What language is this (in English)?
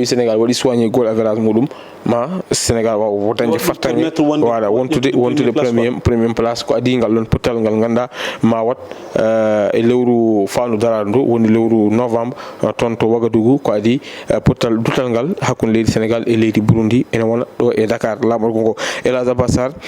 Fula